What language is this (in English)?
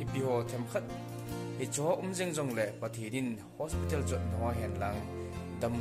Thado Chin